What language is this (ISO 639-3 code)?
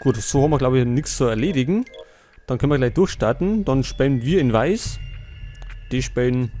bar